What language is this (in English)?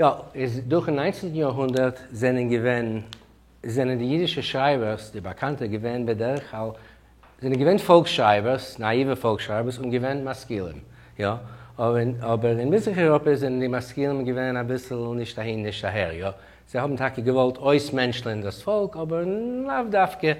Yiddish